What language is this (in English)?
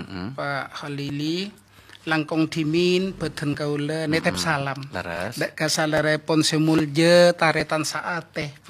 Madurese